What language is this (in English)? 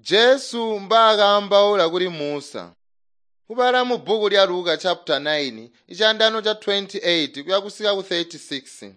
Tonga (Zambia)